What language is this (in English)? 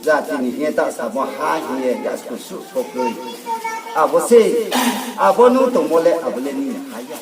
Riang (India)